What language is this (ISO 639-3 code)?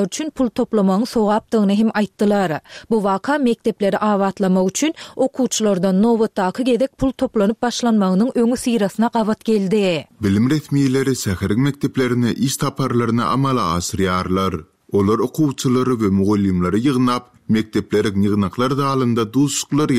tuk